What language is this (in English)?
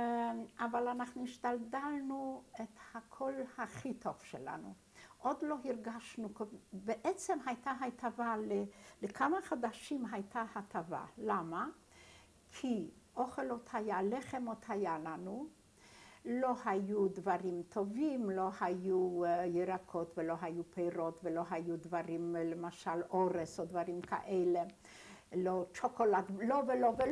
Hebrew